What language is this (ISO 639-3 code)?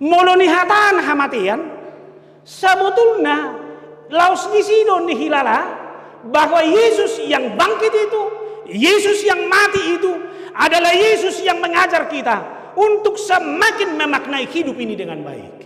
bbc